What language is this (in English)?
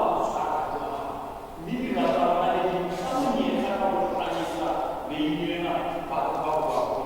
Southern Sotho